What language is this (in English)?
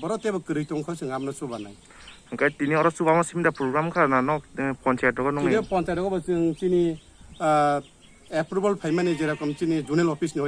Kok Borok